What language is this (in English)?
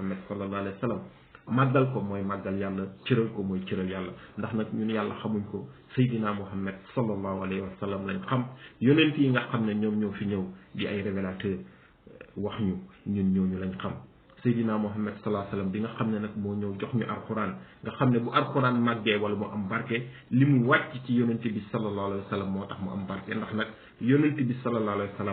Wolof